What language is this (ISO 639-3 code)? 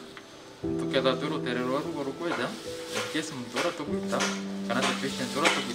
mer